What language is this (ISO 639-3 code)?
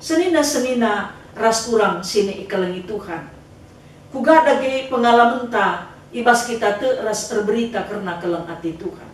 btx